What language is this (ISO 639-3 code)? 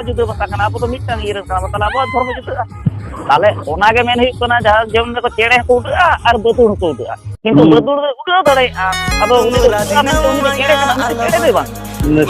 sat